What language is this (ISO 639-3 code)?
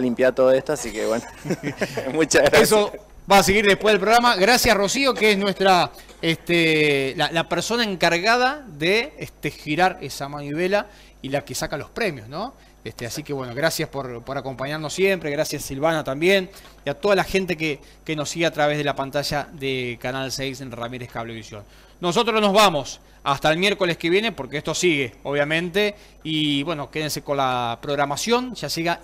spa